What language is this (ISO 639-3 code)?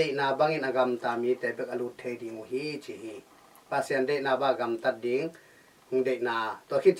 ctd